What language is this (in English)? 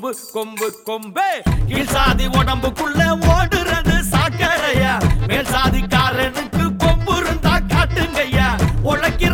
Tamil